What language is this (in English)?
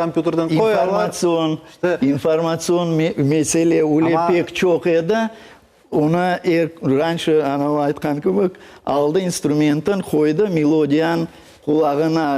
Crimean Tatar